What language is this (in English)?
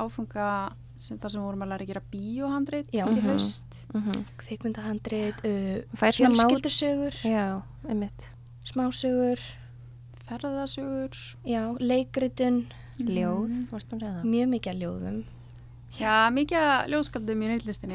Icelandic